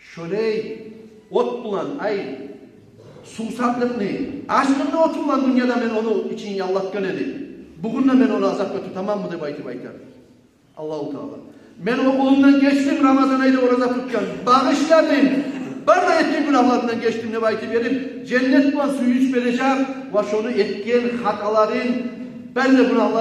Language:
Kumyk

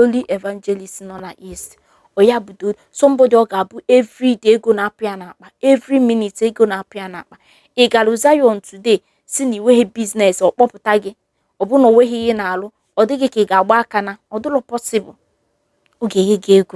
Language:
Igbo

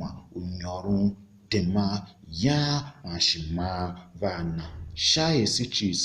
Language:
Tiv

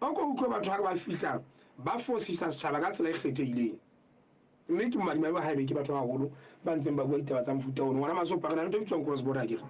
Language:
Southern Sotho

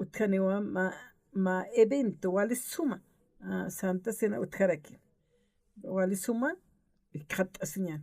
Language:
Aymara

